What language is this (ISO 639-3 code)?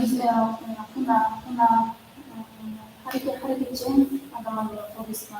kaa